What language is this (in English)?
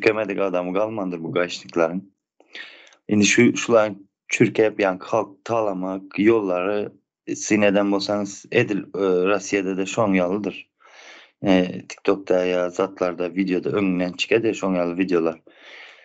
Turkmen